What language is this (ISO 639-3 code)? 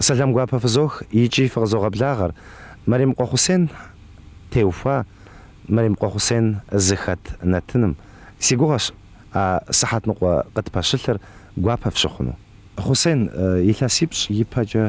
kbd